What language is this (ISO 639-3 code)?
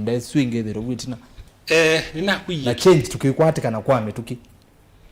kam